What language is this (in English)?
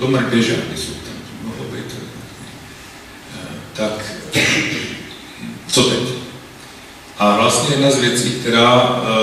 Czech